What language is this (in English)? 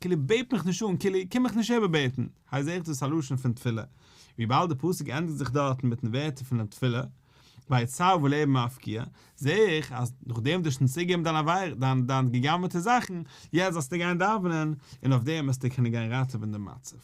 Yiddish